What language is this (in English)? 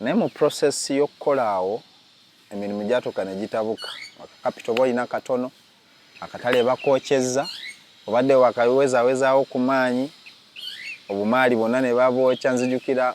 Ganda